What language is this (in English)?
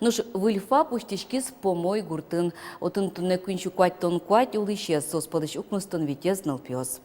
Udmurt